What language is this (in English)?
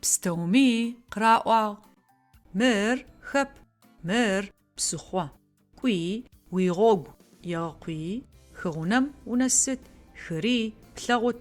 Adyghe